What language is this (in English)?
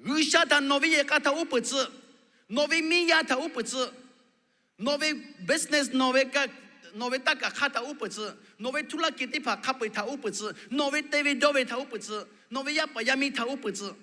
Lahu